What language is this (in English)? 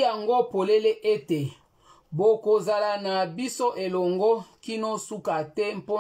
Lingala